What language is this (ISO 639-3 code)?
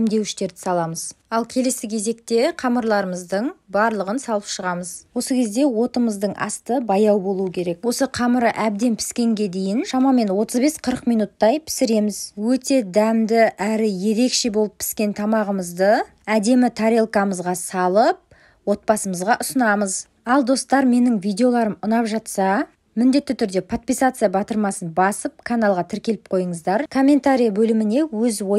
kaz